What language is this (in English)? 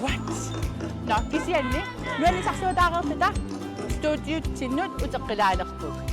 Kalaallisut